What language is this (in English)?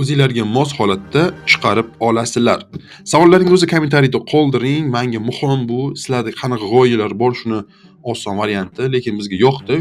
Uzbek